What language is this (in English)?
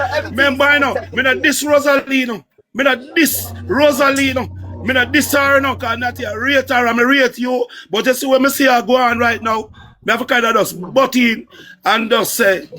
Jamaican Creole English